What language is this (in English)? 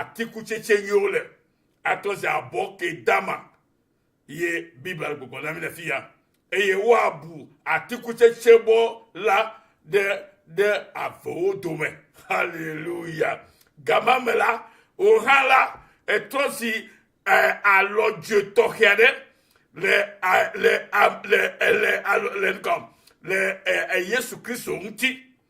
Ewe